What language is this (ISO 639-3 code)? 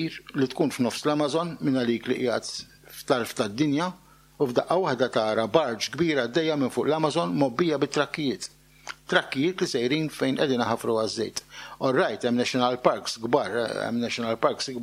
mlt